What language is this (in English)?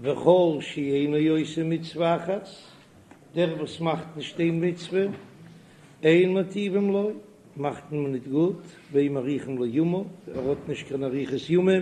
Yiddish